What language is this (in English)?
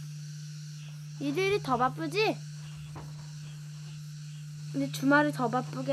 Korean